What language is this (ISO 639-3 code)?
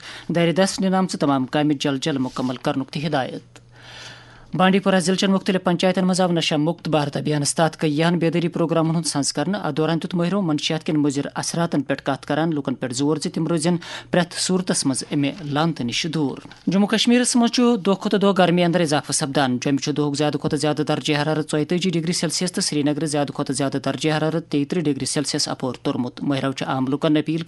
kas